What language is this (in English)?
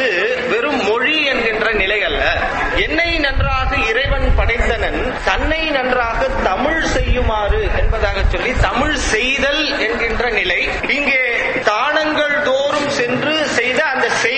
Tamil